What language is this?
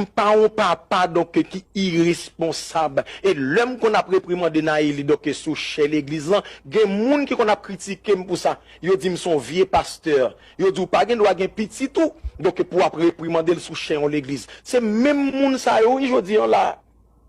Haitian Creole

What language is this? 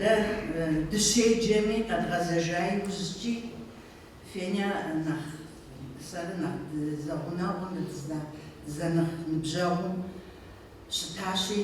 Kabardian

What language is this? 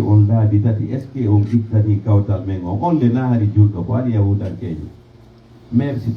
Pular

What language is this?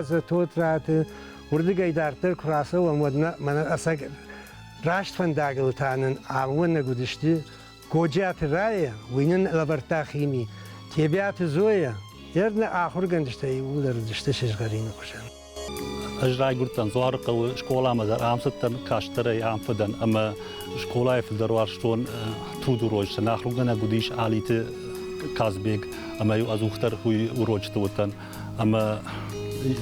Ossetic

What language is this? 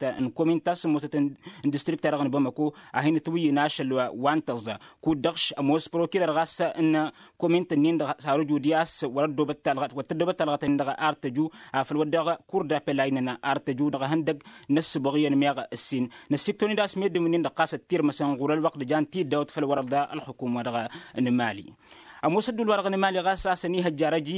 Tamasheq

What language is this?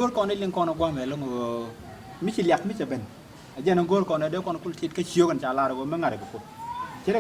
Nuer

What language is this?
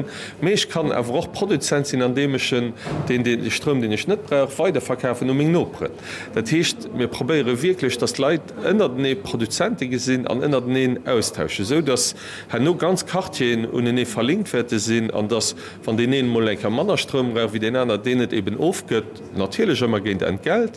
Luxembourgish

